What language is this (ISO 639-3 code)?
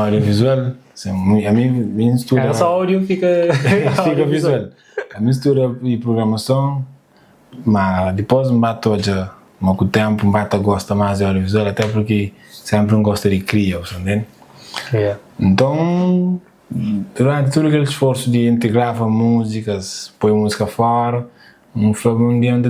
kea